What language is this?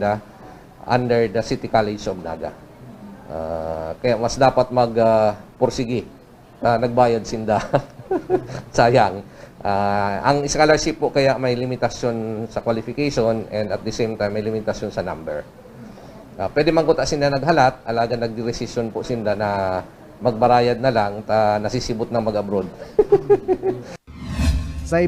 Bikol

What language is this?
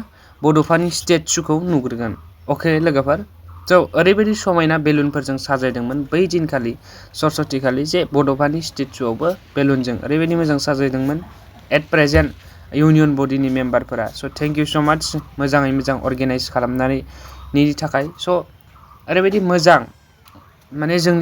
Bodo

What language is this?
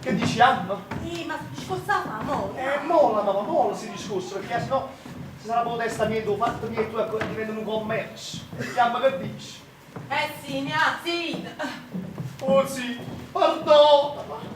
Neapolitan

